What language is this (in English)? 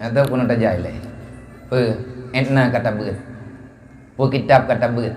Achinese